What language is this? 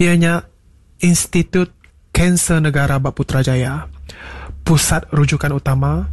Iban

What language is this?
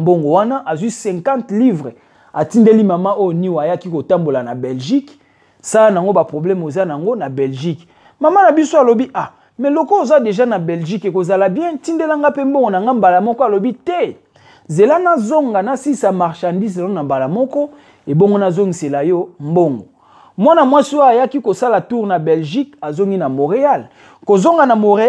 Lingala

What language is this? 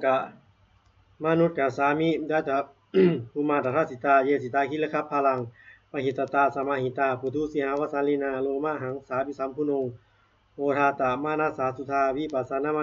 Pali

